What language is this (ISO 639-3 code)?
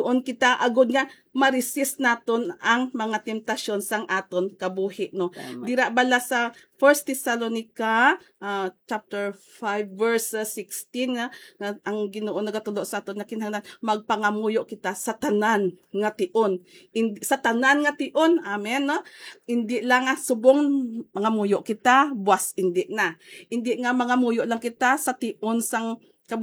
hil